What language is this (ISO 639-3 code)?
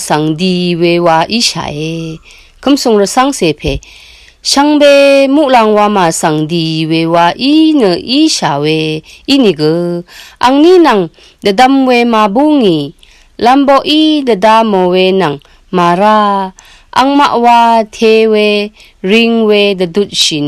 raw